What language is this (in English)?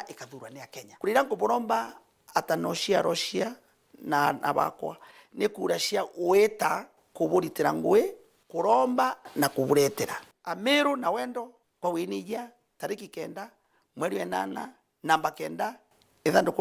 Meru